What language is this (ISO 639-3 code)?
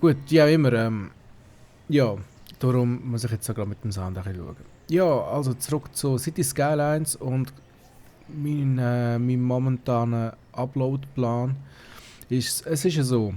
gsw